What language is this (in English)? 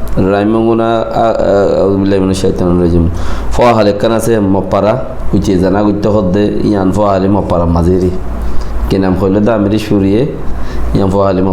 Rohingya